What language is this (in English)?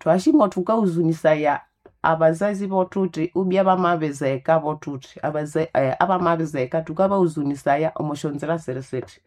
Nande